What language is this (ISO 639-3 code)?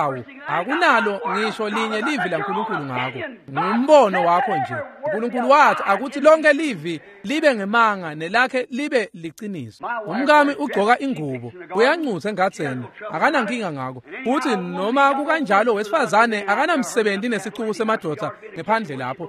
ssw